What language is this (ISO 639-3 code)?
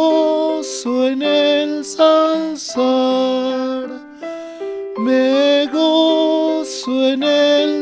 quh